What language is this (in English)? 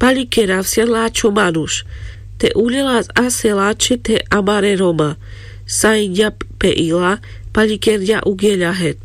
Carpathian Romani